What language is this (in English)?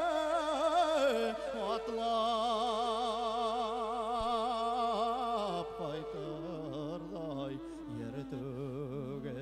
Bashkir